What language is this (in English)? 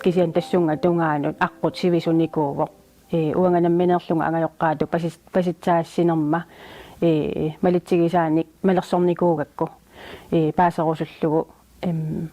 Kalaallisut